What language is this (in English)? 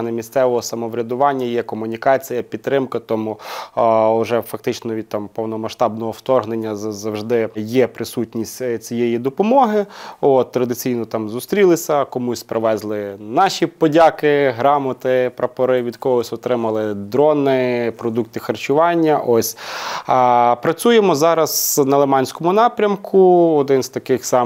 Ukrainian